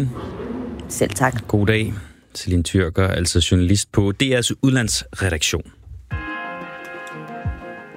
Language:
Danish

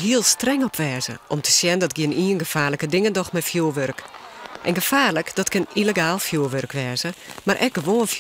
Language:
Western Frisian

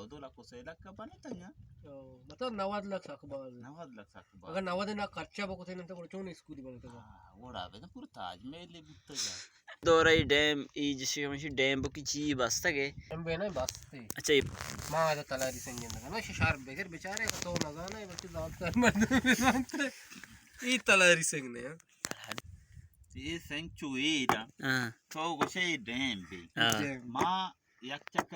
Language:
Baluchi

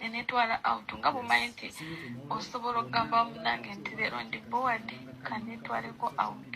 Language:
Ganda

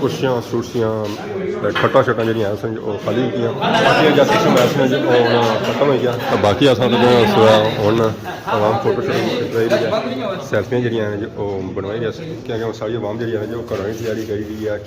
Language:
Pahari-Potwari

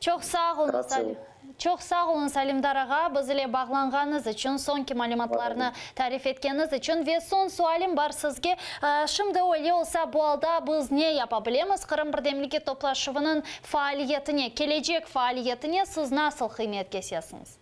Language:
Crimean Tatar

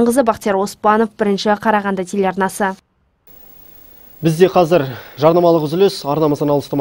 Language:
Kazakh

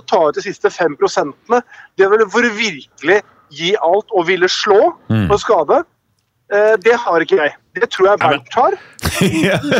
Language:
Norwegian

